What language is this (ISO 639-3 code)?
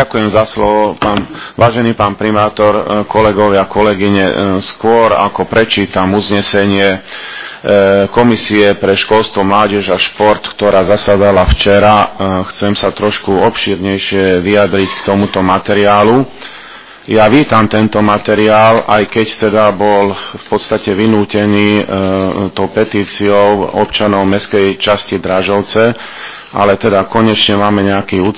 slk